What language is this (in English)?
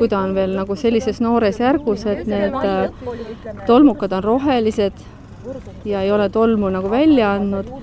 Estonian